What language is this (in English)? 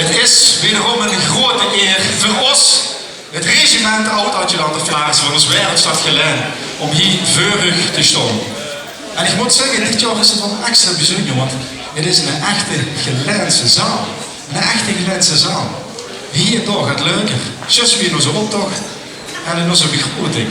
Limburgish